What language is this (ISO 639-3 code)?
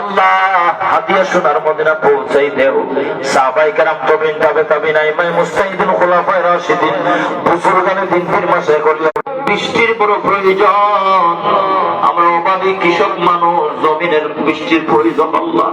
syl